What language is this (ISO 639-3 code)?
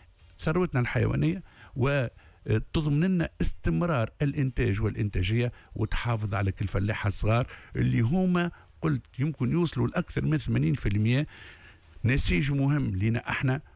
aeb